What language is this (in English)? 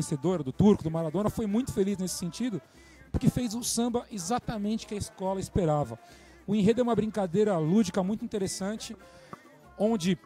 Portuguese